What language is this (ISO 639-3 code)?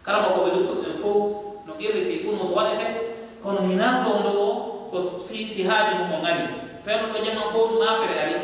ful